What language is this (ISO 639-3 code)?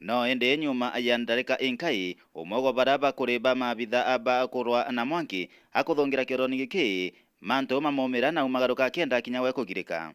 mer